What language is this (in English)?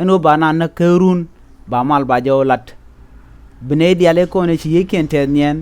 Nuer